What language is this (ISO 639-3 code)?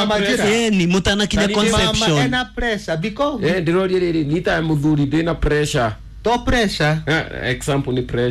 kik